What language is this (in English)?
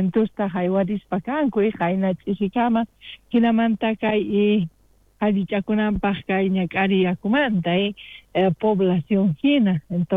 South Bolivian Quechua